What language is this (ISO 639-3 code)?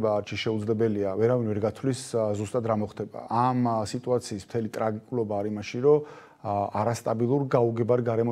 kat